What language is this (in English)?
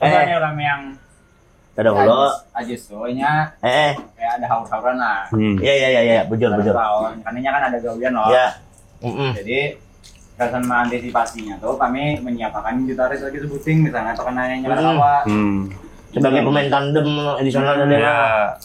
Banjar